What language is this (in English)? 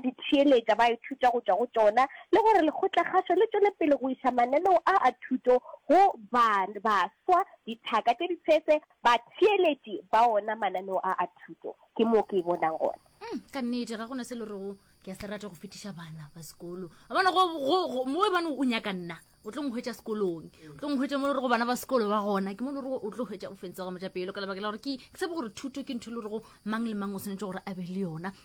Northern Sotho